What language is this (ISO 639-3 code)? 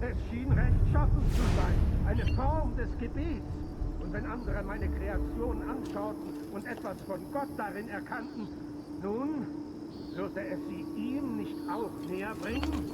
bar